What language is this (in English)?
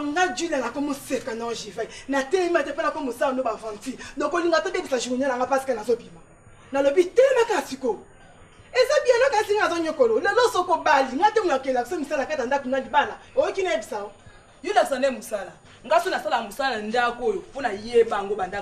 Lingala